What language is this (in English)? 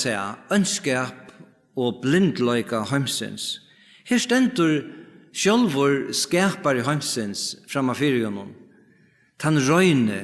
Faroese